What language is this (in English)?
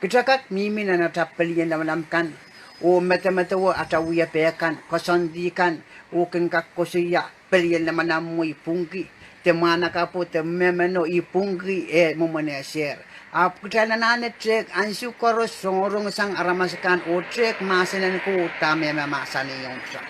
Pohnpeian